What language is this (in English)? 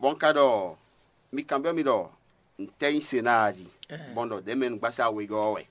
Fon